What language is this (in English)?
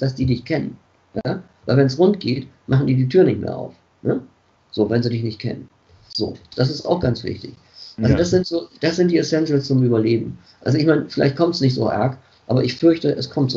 German